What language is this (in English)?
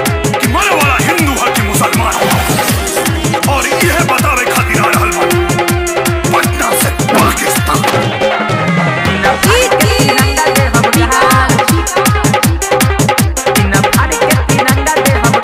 Bhojpuri